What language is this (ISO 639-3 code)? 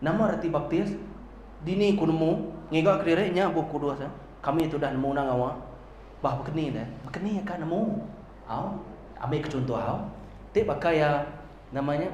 iba